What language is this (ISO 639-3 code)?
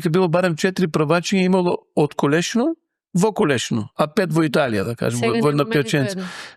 mkd